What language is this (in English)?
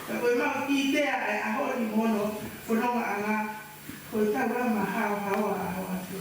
Tongan